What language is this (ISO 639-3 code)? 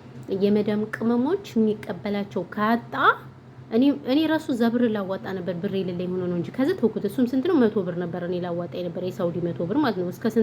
amh